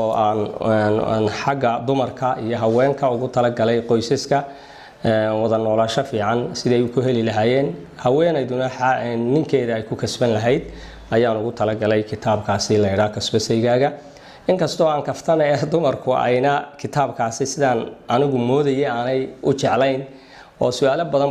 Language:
Somali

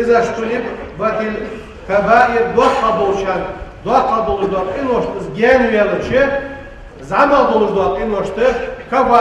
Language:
Ingush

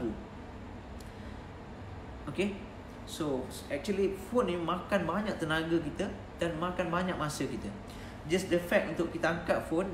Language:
Malay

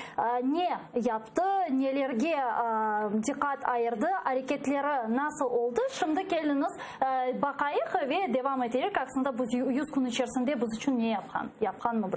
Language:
Crimean Tatar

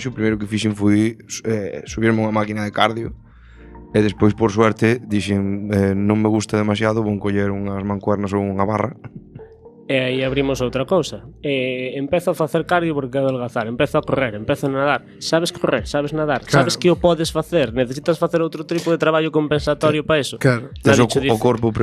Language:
Galician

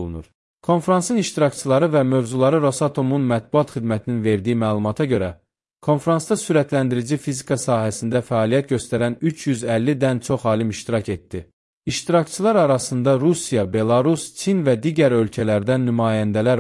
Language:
Azerbaijani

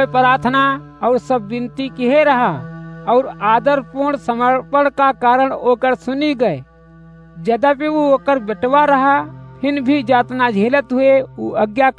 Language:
Awadhi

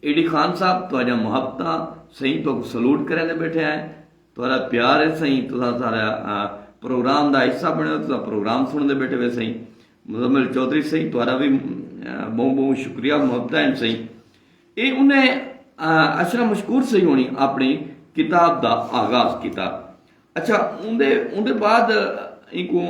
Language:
Saraiki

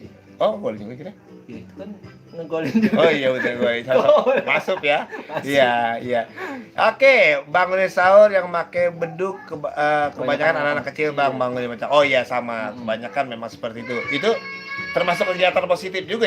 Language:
Betawi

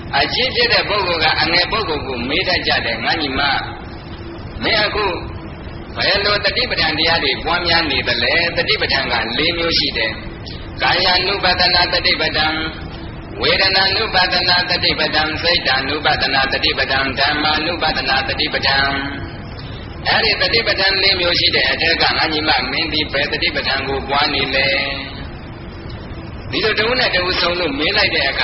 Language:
Burmese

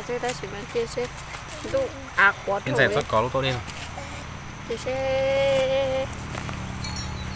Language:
Vietnamese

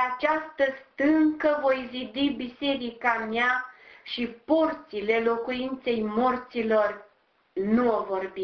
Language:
Romanian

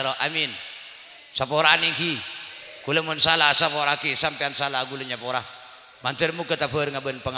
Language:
Madurese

